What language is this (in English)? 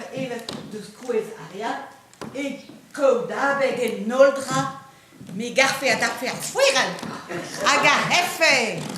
Breton